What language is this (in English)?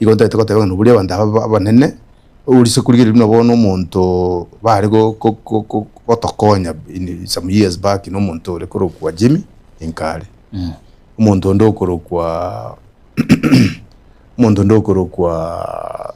Gusii